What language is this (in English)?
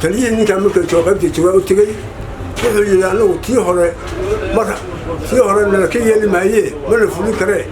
Somali